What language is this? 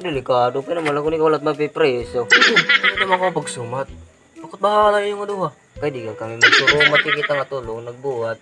Waray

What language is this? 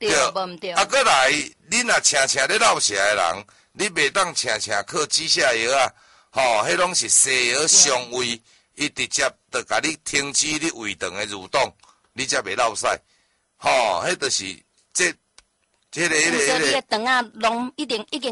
Min Nan Chinese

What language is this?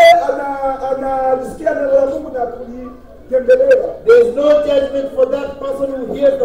Swahili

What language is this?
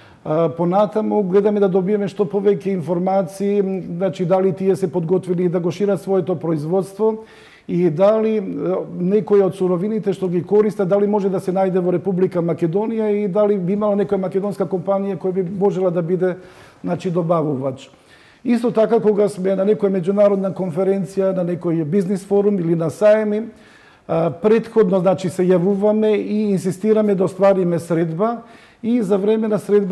Macedonian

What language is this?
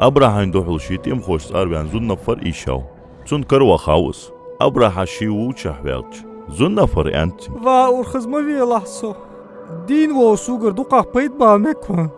Ingush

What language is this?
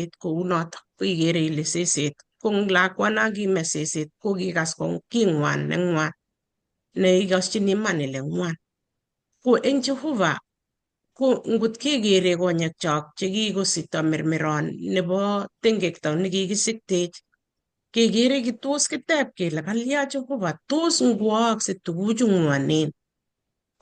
Kalenjin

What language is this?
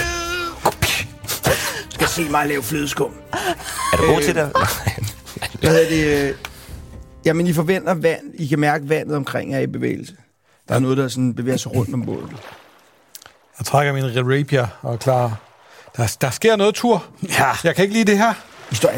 Danish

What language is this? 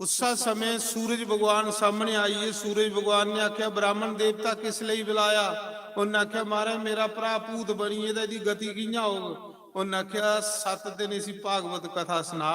Dogri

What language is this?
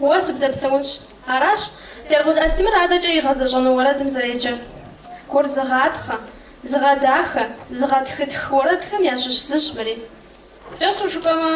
Kabardian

